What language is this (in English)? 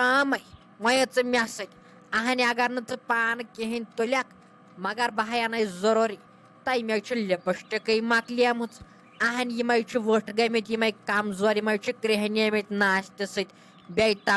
Kashmiri